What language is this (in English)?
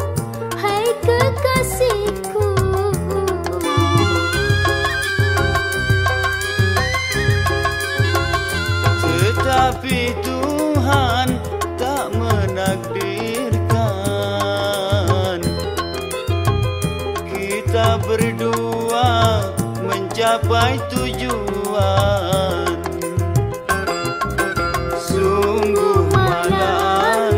Malay